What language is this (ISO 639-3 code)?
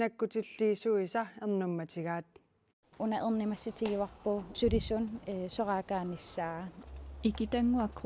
kal